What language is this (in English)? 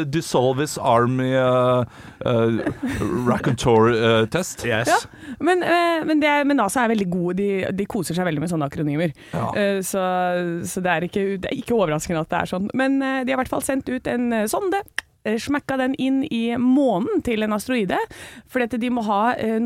Norwegian